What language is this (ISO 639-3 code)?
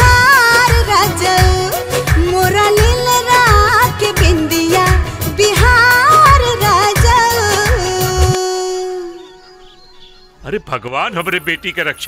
bho